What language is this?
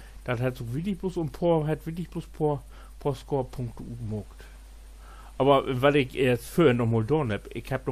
Low German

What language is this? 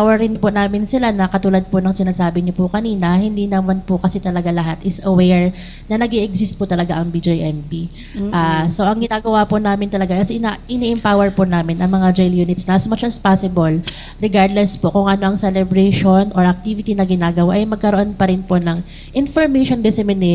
Filipino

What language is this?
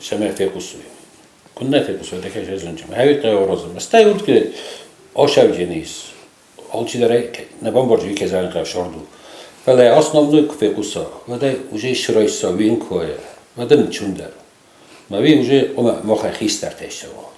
Ossetic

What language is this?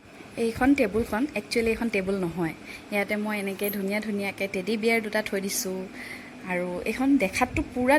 Assamese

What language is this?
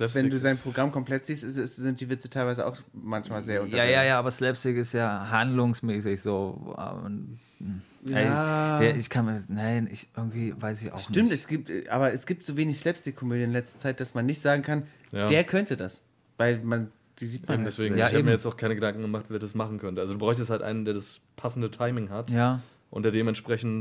German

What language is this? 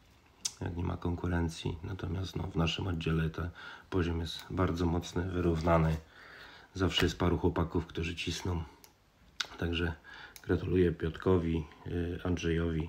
Polish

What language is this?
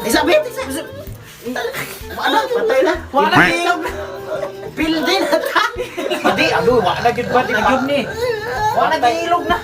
Cebuano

